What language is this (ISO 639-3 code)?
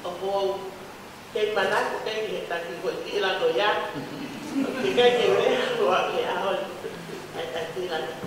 ton